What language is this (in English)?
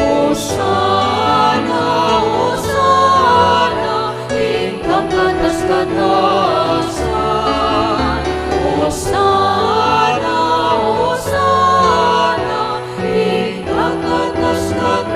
Pampanga